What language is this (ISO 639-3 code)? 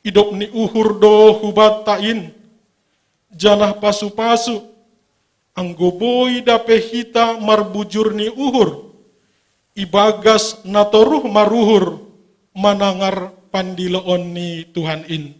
bts